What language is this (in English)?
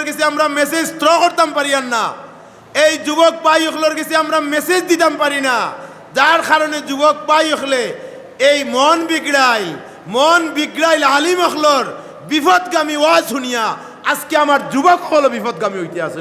Sylheti